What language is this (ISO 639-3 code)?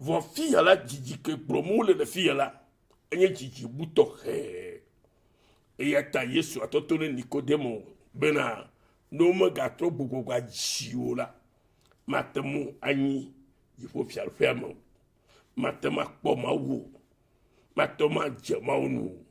ewe